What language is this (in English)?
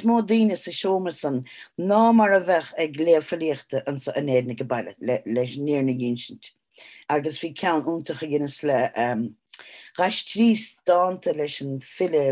Irish